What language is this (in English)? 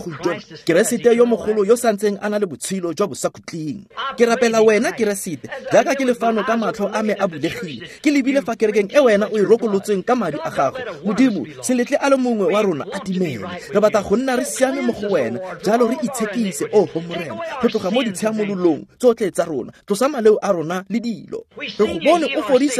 Tswana